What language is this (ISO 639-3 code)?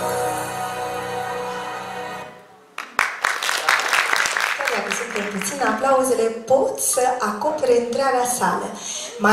ron